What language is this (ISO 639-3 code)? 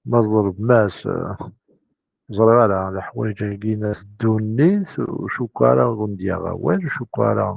kab